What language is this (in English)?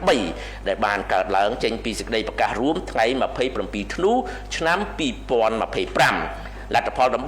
Khmer